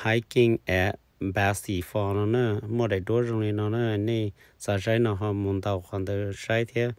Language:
Hmong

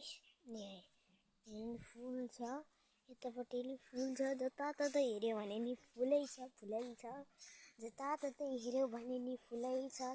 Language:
Nepali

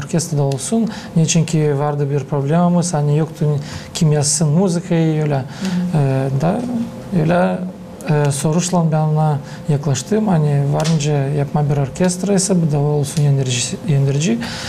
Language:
Gagauz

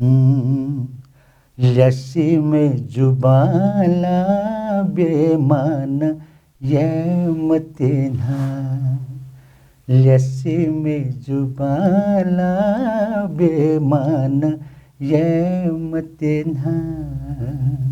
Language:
Newari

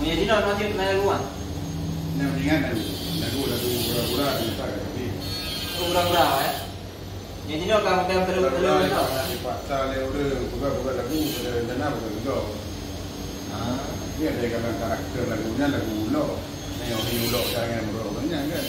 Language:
Achinese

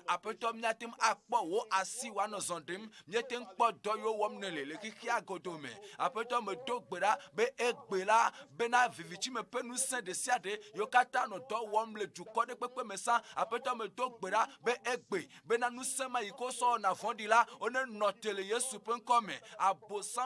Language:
Ewe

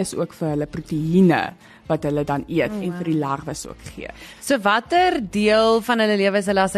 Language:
Afrikaans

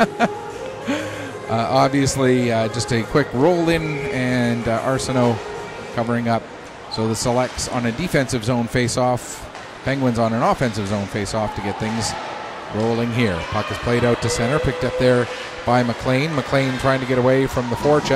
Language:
English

